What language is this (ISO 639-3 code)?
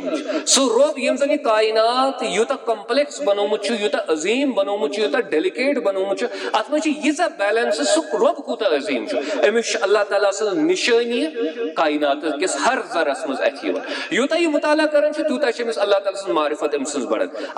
kas